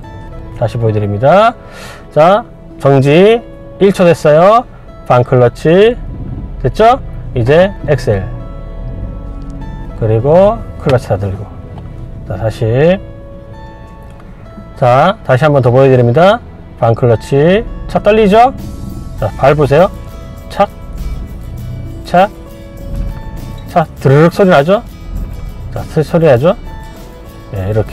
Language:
Korean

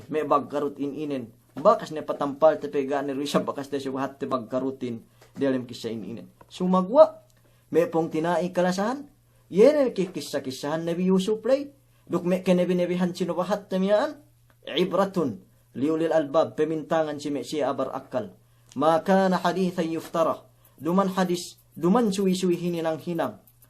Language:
Yakan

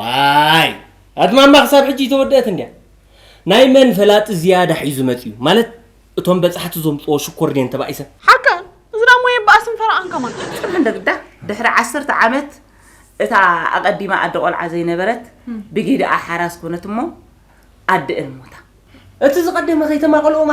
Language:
Tigrinya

